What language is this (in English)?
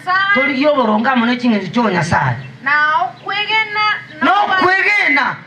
Gusii